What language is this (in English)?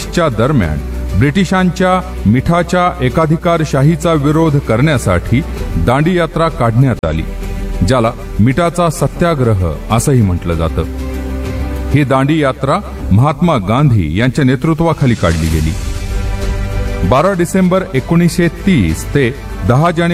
Marathi